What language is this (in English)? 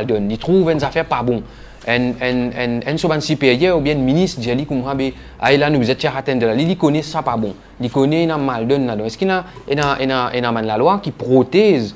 Morisyen